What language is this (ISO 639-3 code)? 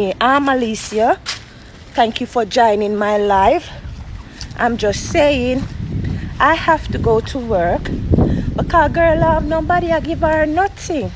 jam